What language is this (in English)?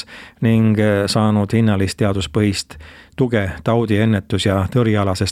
Estonian